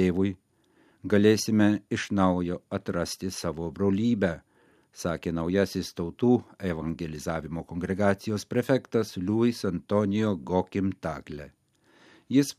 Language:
Lithuanian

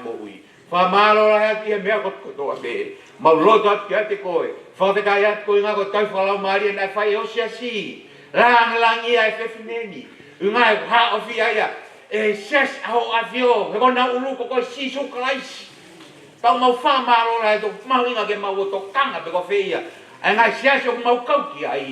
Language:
Tongan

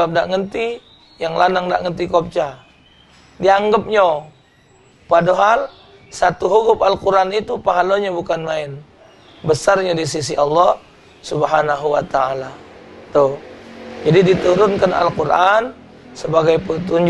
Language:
Musi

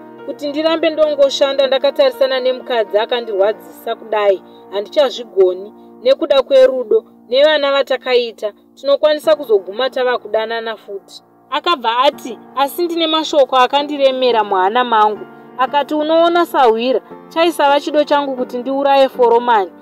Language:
Shona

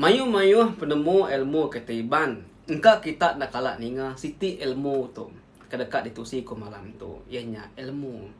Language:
Iban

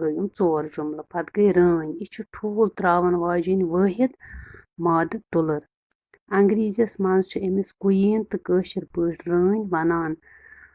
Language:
Kashmiri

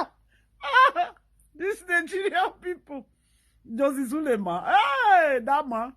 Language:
Nigerian Pidgin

